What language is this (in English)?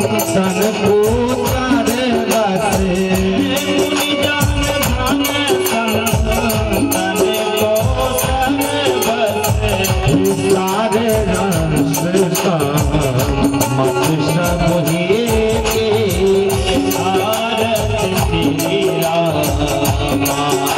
Hindi